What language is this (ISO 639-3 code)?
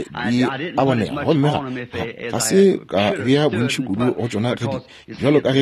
nso